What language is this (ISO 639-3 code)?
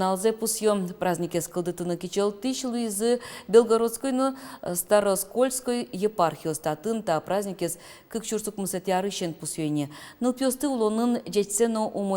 udm